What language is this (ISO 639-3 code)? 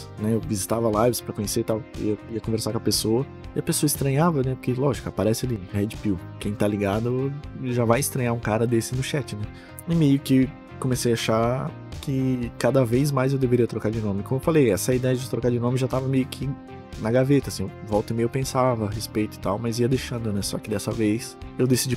por